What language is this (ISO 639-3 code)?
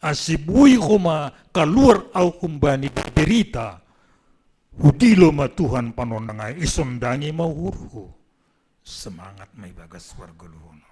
bts